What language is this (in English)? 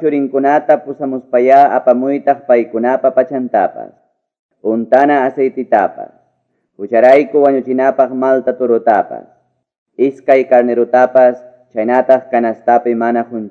Quechua